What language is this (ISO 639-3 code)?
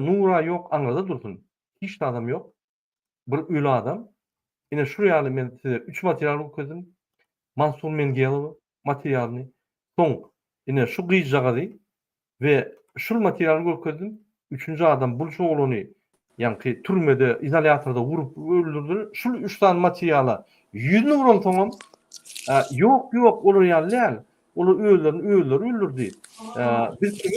tuk